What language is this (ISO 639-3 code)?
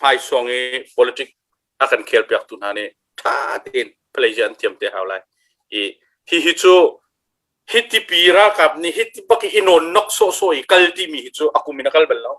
cnh